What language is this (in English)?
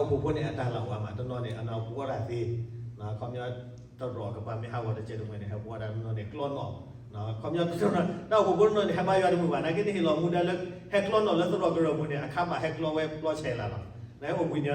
S'gaw Karen